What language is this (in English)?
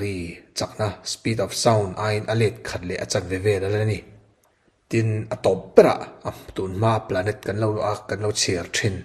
Mizo